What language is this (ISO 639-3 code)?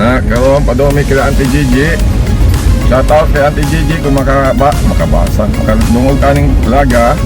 ceb